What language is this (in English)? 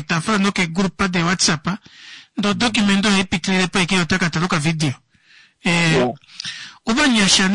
Kuanyama